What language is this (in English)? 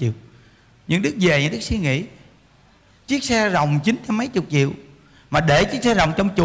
Vietnamese